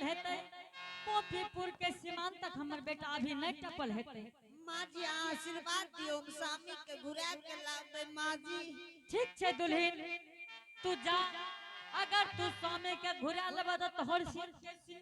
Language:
Angika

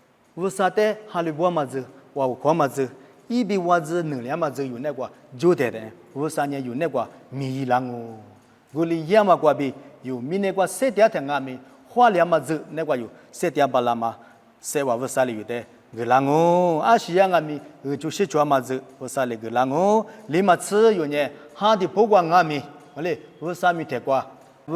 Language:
Lisu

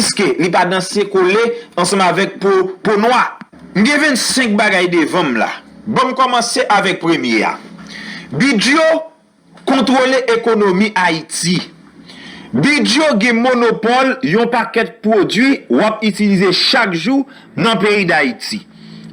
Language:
Haitian Creole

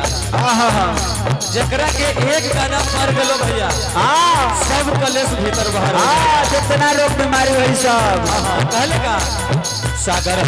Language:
Magahi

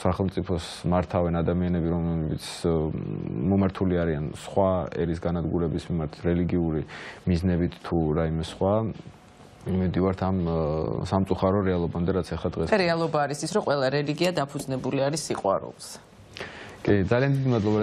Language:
Georgian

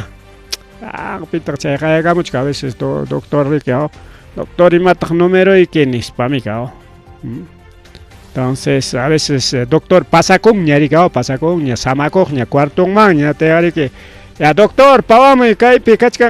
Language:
Ayacucho Quechua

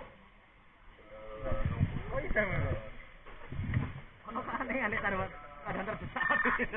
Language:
Indonesian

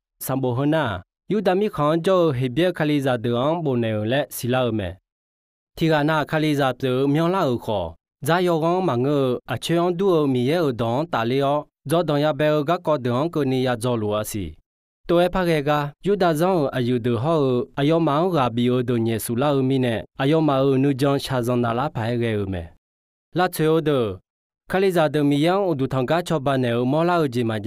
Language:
Akha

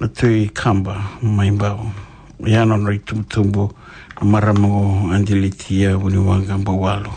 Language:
Fijian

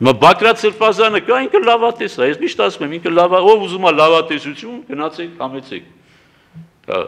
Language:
Armenian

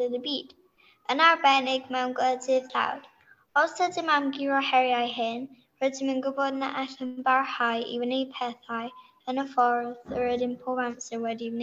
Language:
Welsh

